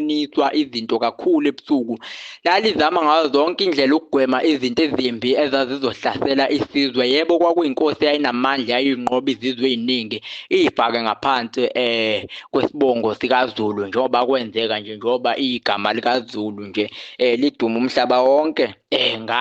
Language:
Zulu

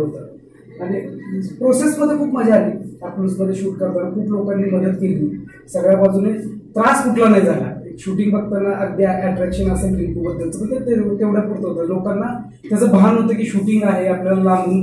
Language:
Marathi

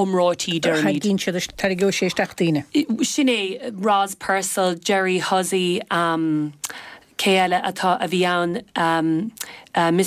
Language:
Irish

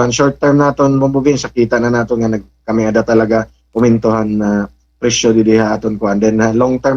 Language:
Waray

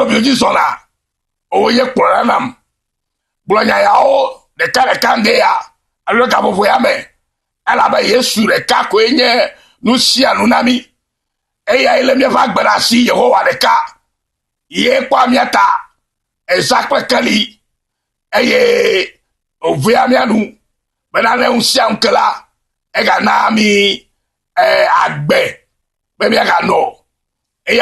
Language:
Ewe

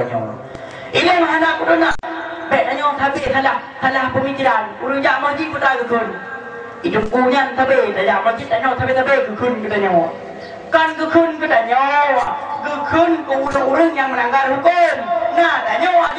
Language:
Achinese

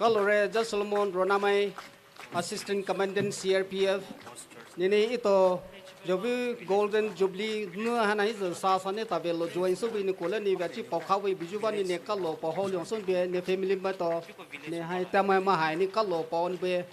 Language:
Poumei Naga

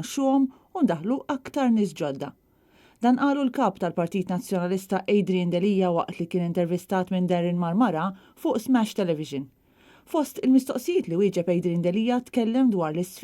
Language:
Maltese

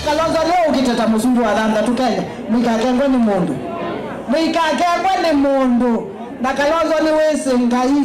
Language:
Kamba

